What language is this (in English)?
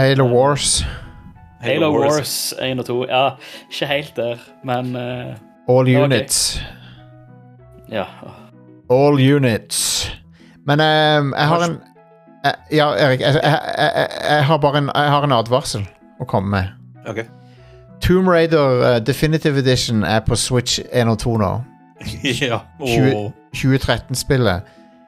Norwegian